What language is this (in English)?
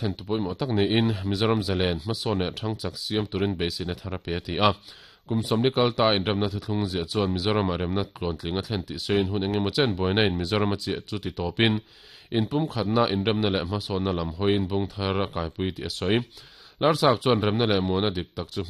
Mizo